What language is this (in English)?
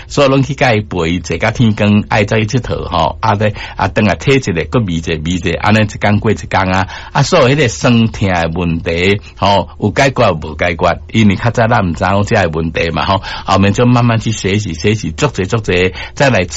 Min Nan Chinese